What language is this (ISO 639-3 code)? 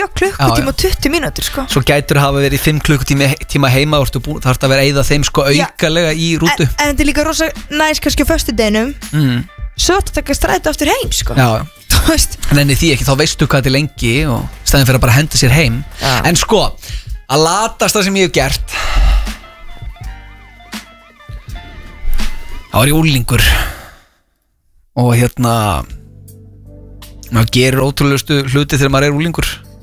isl